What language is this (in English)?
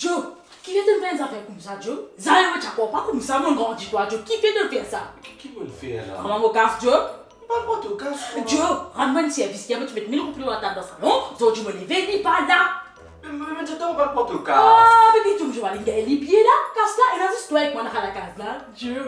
Morisyen